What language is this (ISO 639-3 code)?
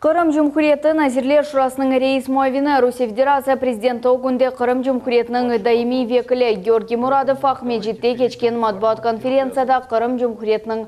crh